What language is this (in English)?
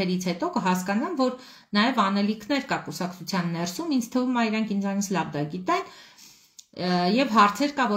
Armenian